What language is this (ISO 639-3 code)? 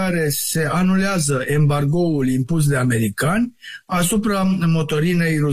ron